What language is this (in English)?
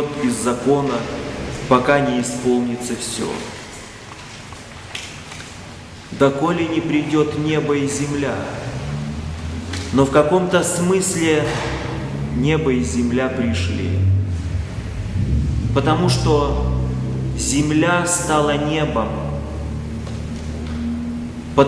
Russian